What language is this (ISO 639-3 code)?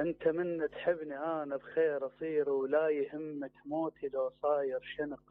acm